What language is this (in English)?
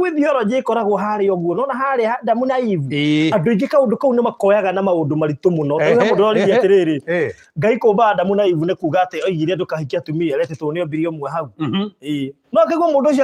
Kikuyu